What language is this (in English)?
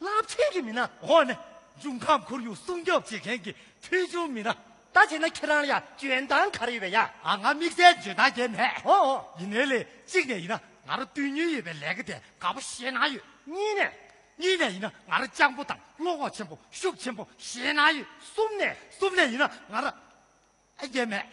Tibetan